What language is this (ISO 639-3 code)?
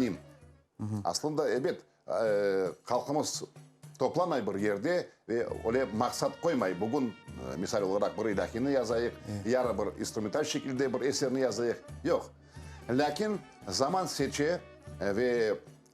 crh